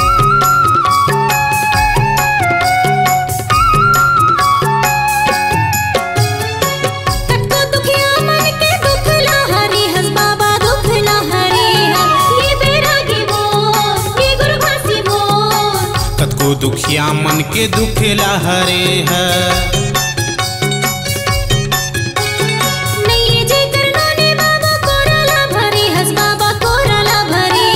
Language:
Chhattisgarhi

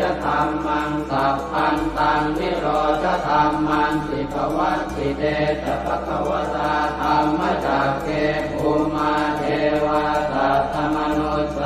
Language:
Pali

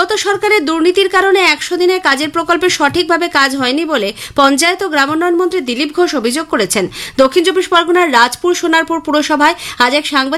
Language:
Bangla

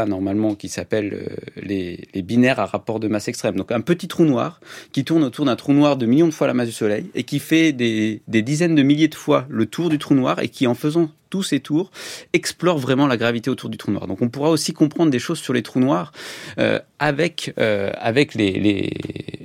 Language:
French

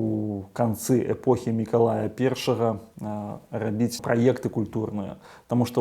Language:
Belarusian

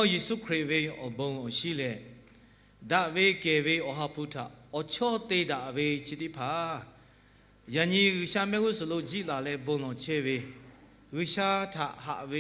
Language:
Lahu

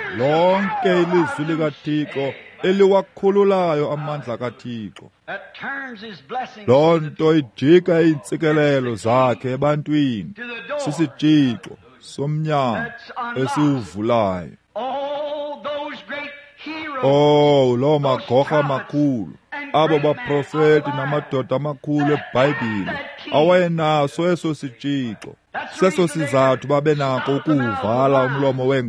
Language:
Xhosa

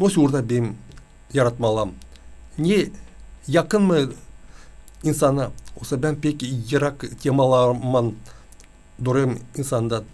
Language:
Gagauz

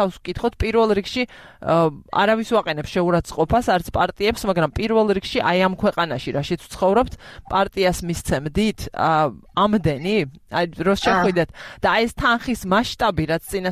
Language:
Georgian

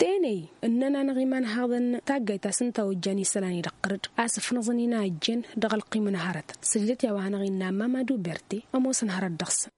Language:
Tamasheq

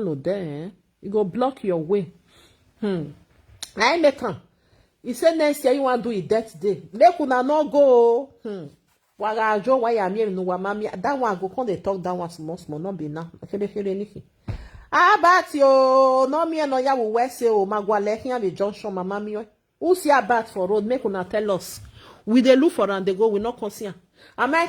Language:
Nigerian Pidgin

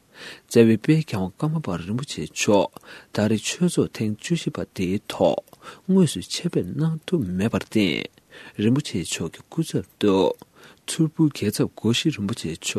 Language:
Tibetan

